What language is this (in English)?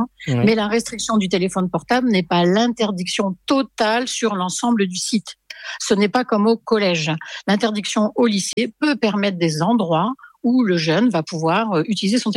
French